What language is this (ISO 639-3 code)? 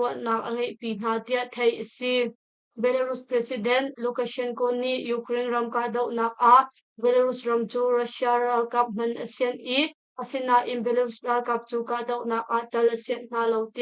cnh